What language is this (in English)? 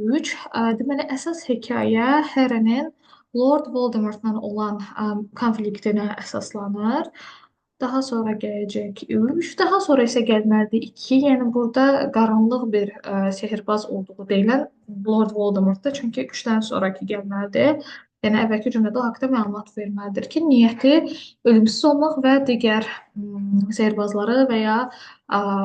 Azerbaijani